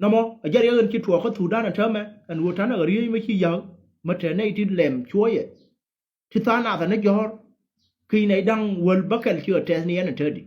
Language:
Nuer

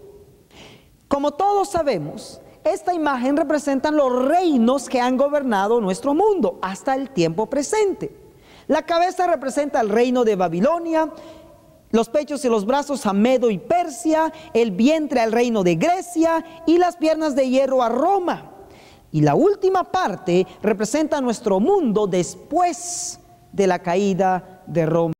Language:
Spanish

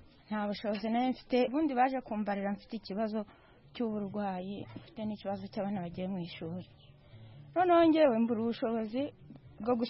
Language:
Kinyarwanda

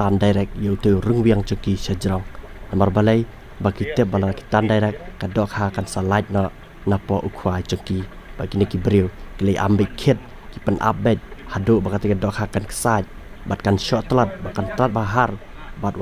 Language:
Khasi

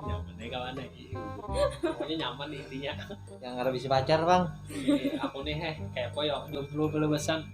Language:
Banjar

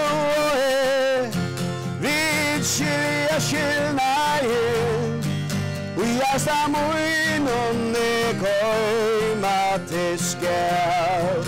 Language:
Faroese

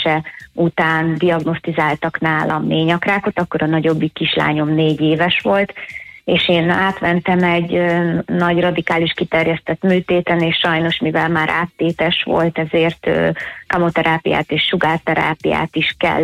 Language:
Hungarian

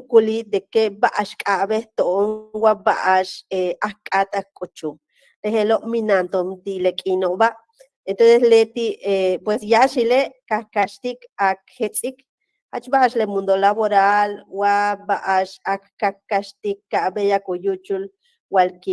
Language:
Yucateco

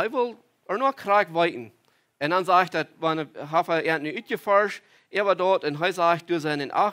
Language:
Plautdietsch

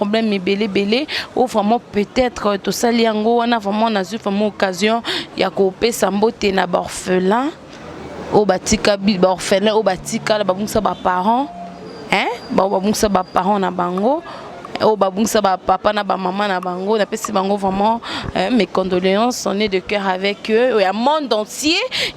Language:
Lingala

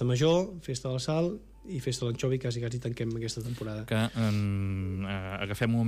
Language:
Catalan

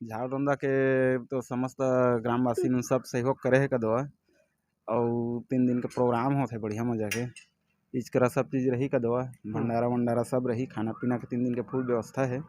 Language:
Chhattisgarhi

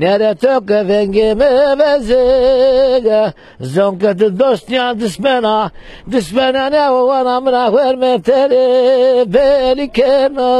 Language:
Zaza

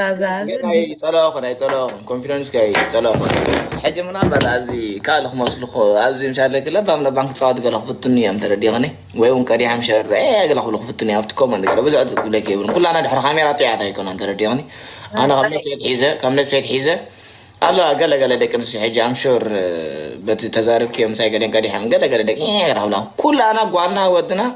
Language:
Tigrinya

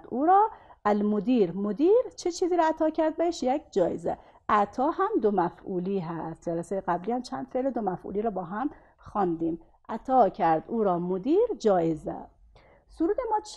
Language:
Persian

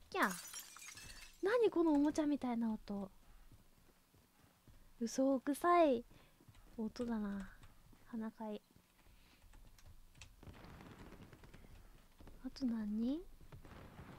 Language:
Japanese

